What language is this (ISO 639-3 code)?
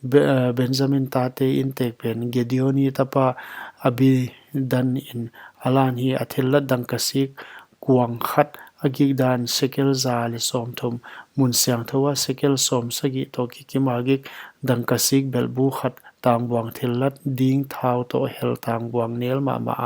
pck